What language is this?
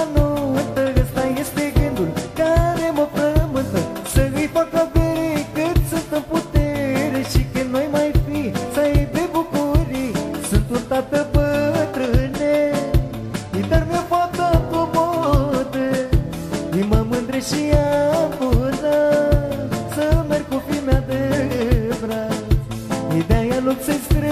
Romanian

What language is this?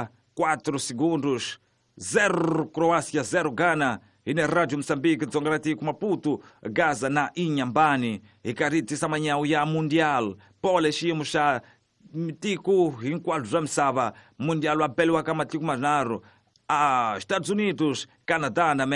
Tsonga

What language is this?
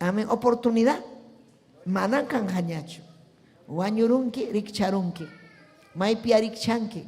Ayacucho Quechua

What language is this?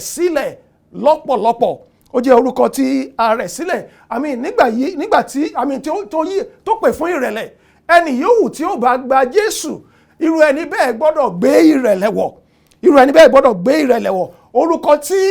Yoruba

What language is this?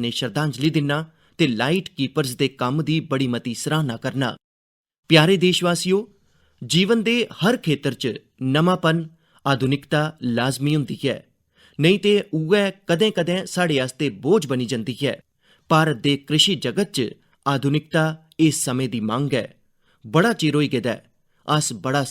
Dogri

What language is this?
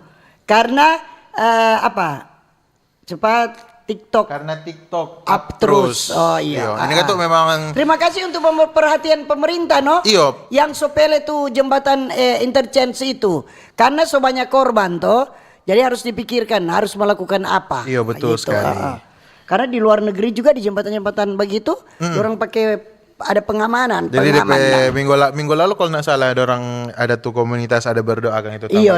Manado Malay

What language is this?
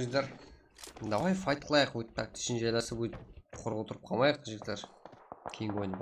Kara-Kalpak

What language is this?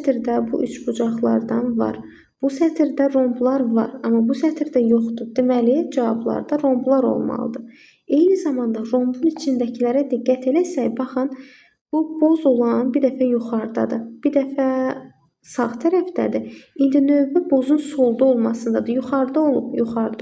Azerbaijani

